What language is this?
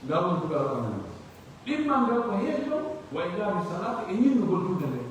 Pular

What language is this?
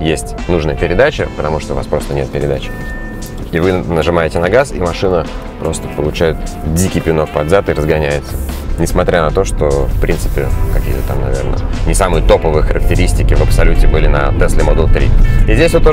Russian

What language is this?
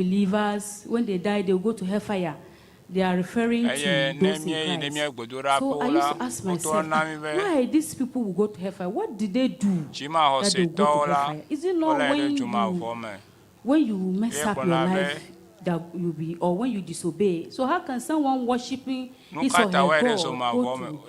Ewe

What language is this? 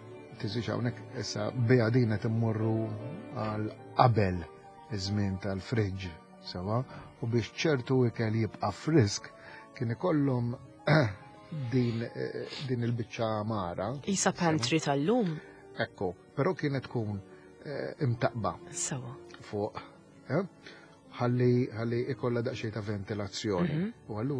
Maltese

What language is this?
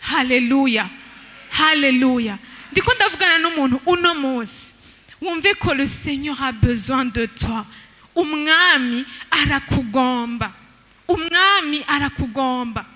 Rundi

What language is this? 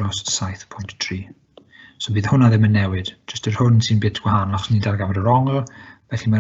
Welsh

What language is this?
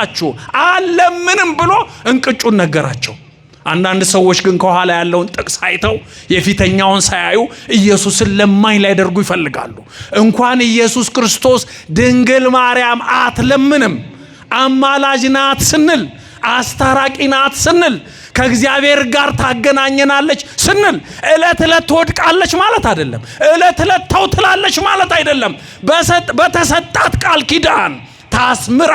Amharic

